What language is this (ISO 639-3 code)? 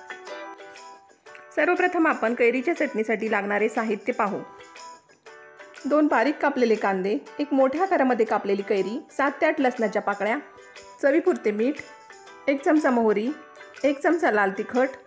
mar